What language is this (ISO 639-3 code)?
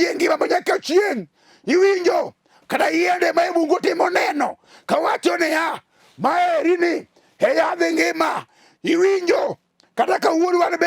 luo